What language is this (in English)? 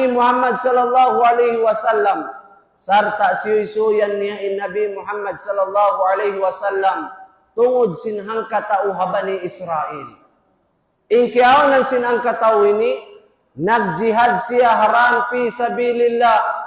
Tausug